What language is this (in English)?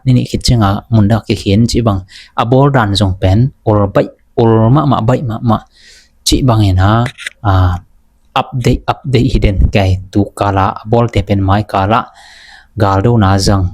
Tedim Chin